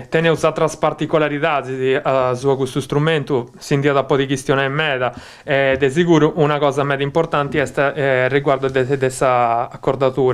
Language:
Sardinian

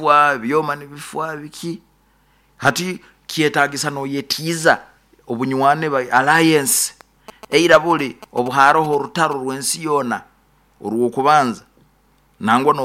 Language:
Nyoro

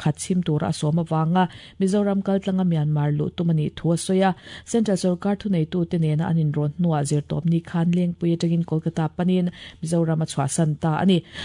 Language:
Mizo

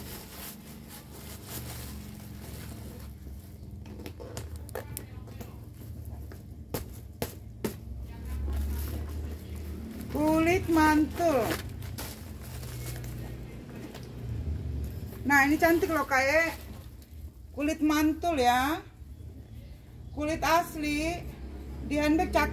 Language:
Indonesian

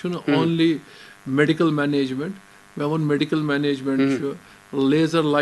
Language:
Kashmiri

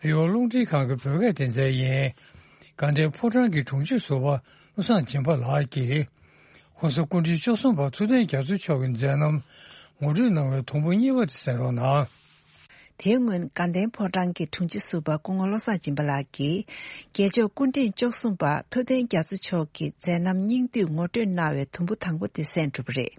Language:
Tibetan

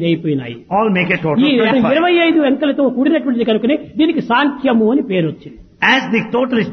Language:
Telugu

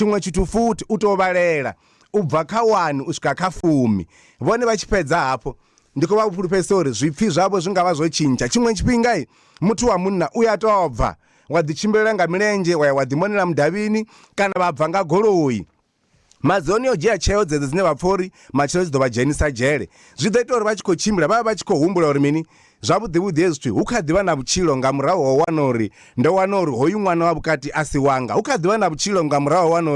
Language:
Venda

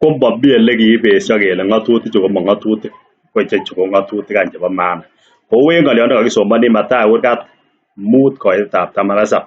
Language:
Kalenjin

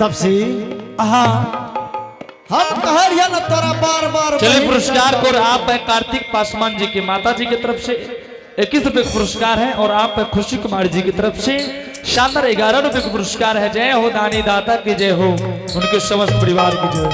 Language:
Angika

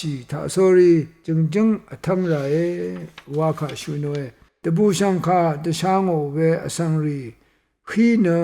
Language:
Rawang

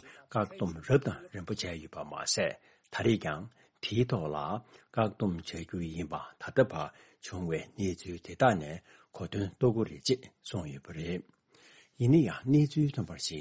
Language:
Tibetan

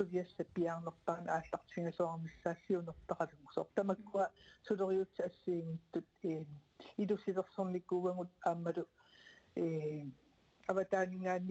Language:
Kalaallisut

